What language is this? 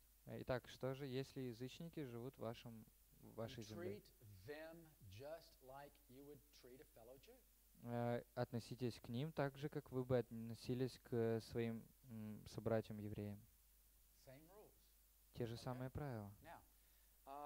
Russian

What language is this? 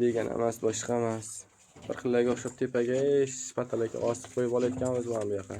Uzbek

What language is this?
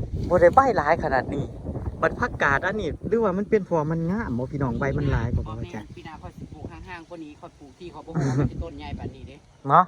Northeastern Thai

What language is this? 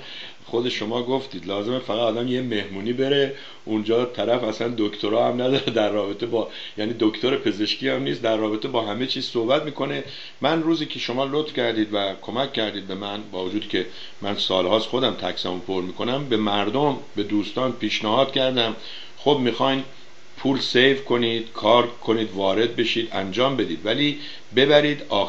Persian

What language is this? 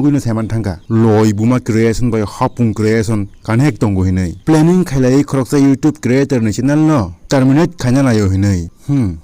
Kok Borok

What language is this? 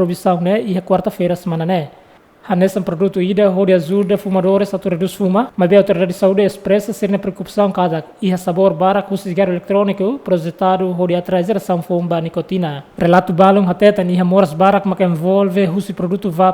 Tetum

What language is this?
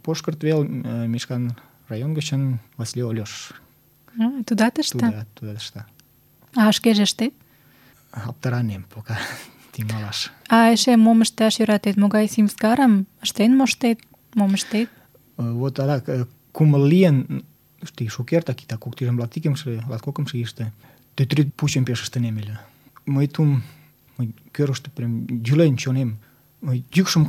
Mari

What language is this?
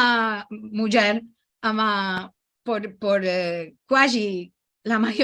Ladino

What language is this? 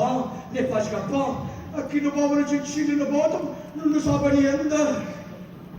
Neapolitan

